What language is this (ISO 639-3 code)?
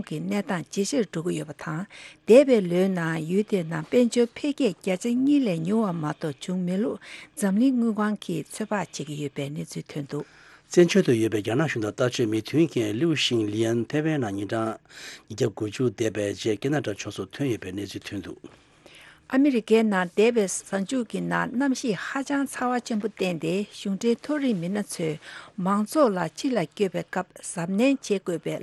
bod